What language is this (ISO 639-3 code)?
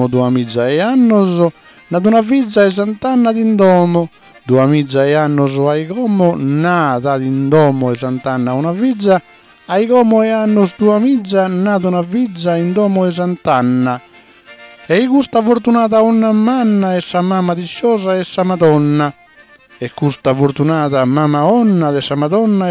srd